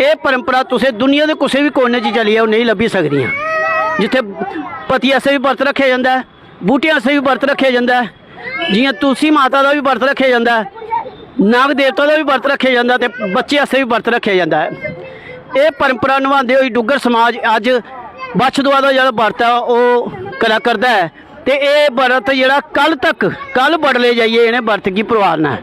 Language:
Dogri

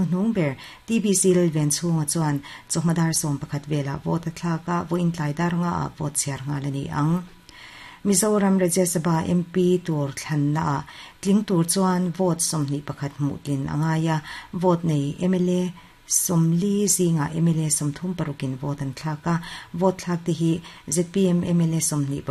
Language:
Mizo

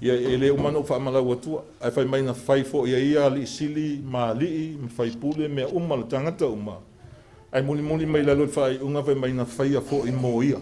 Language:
Samoan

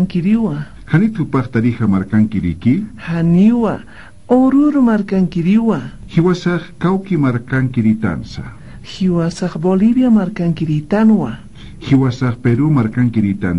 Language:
Aymara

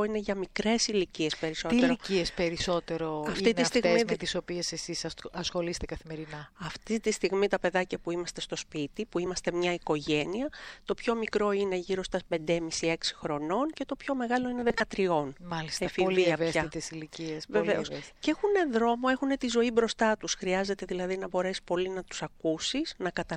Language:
Greek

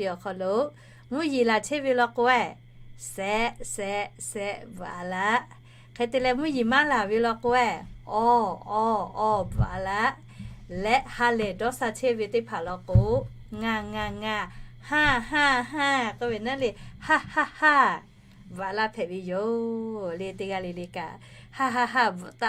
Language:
Lahu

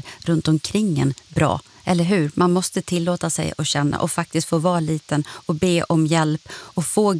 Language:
Swedish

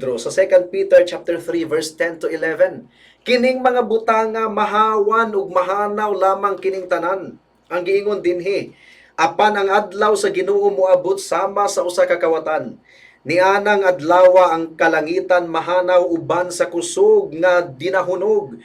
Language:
Cebuano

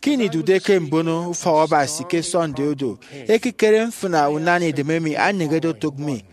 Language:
Efik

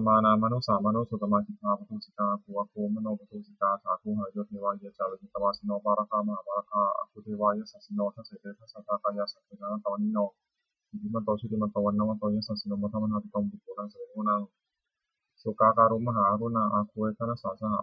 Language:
Pali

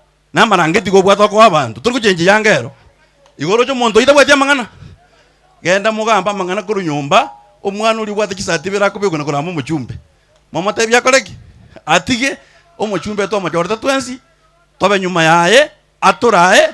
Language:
Gusii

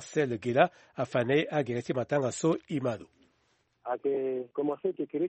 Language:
Sango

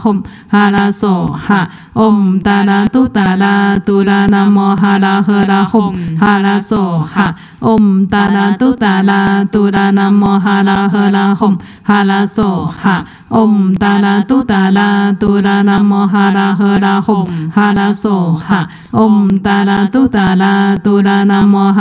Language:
Chinese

